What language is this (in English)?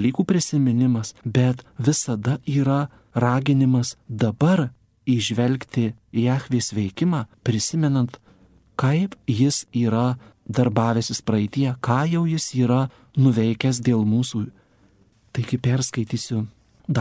Lithuanian